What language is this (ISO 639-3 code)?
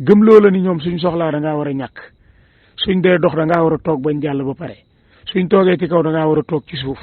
wol